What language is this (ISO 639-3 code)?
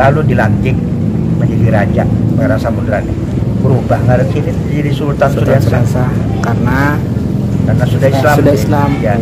bjn